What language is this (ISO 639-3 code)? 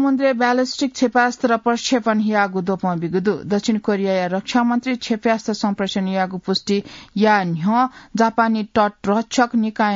new